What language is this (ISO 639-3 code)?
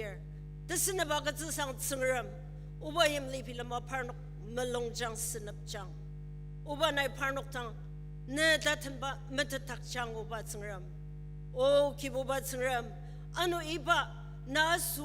njo